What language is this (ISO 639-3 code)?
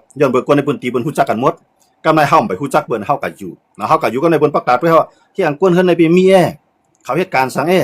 shn